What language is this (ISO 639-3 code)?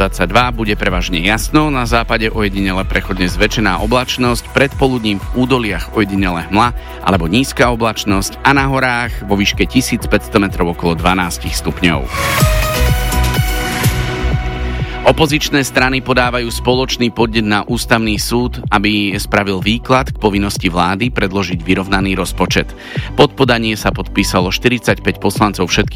slk